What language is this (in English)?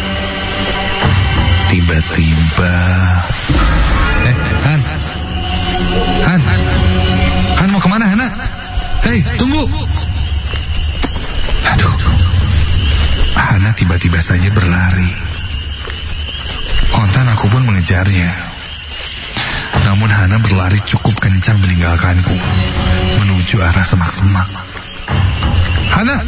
Indonesian